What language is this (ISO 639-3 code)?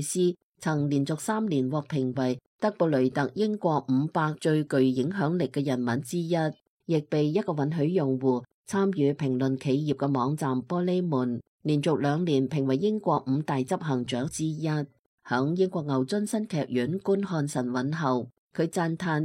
yue